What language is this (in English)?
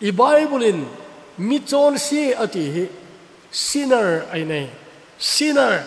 Thado Chin